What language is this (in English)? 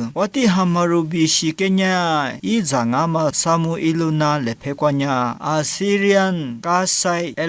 Lisu